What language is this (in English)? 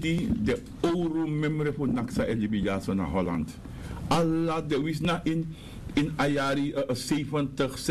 Sranan Tongo